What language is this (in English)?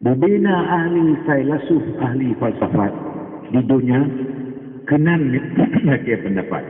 Achinese